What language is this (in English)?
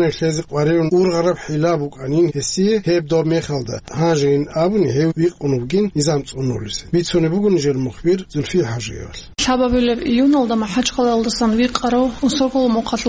Avaric